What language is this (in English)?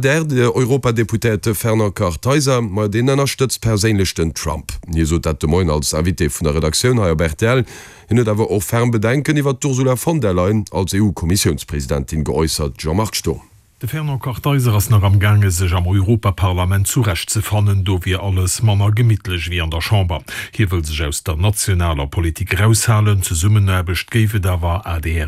Luxembourgish